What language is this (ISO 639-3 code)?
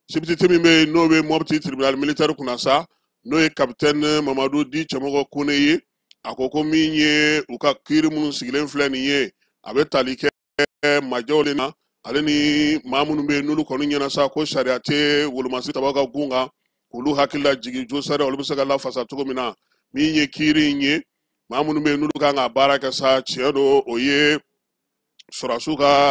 bam